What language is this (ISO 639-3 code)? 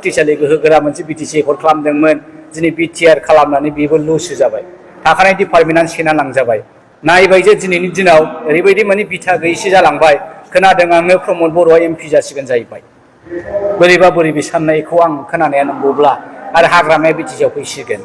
brx